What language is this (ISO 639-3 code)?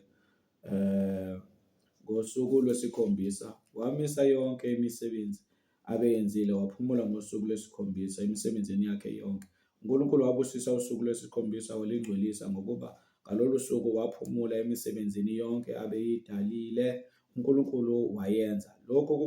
zul